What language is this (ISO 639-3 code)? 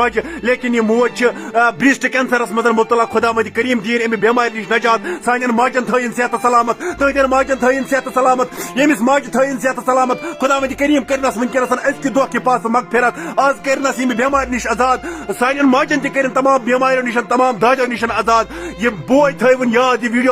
kas